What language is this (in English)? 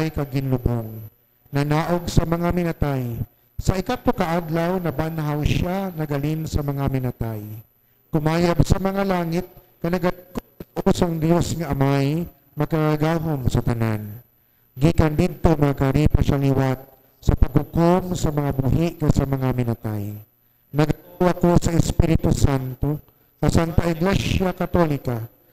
Hiligaynon